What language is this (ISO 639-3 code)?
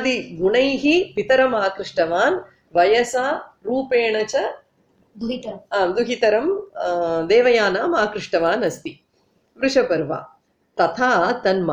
san